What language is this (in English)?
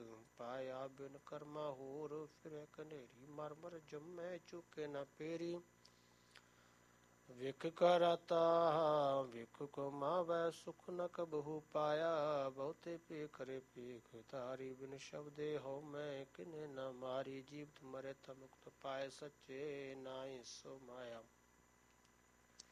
Punjabi